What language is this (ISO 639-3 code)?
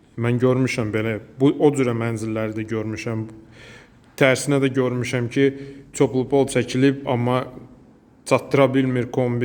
aze